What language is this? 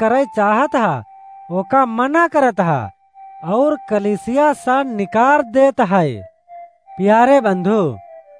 Awadhi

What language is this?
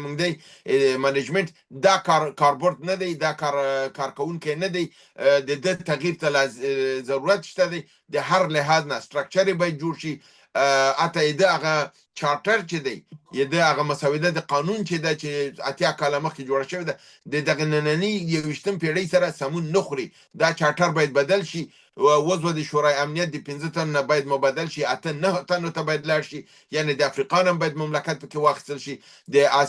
Pashto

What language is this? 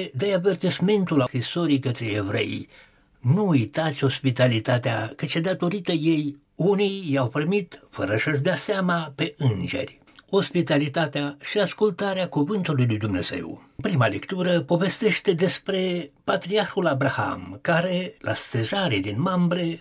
Romanian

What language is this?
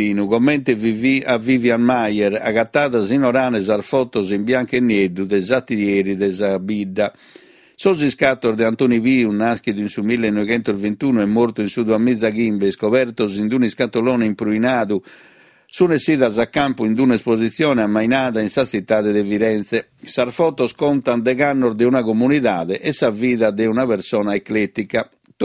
Sardinian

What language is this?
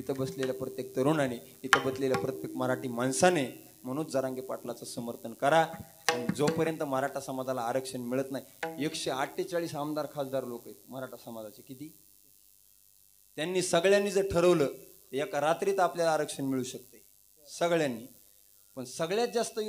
Marathi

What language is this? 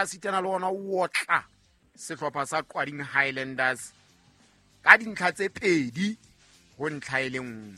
Southern Sotho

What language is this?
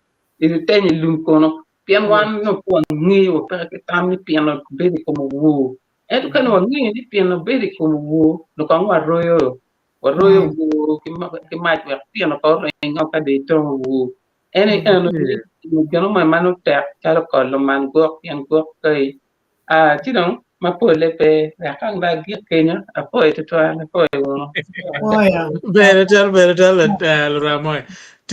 Acoli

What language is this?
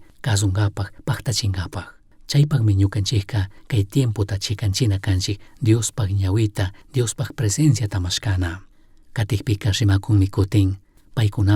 Chimborazo Highland Quichua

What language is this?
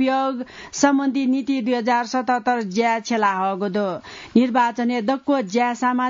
Newari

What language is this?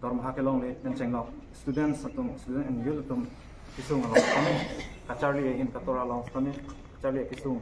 Karbi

